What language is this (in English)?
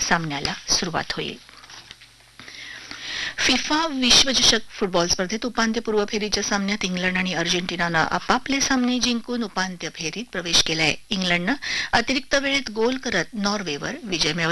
Marathi